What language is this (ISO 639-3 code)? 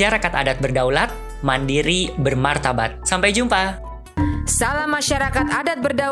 ind